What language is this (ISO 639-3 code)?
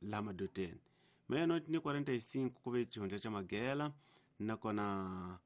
tso